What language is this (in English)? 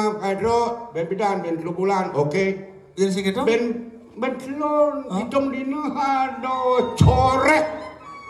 Balinese